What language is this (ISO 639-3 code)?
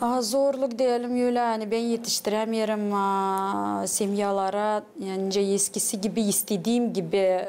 gag